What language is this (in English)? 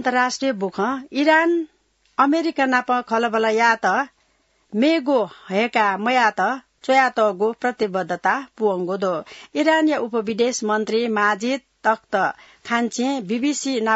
Newari